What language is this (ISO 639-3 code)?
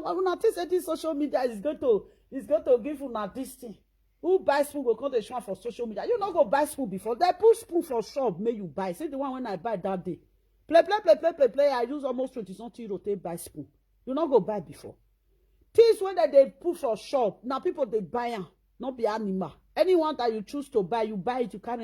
pcm